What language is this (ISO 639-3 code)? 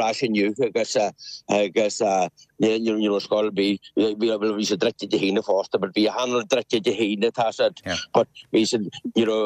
gle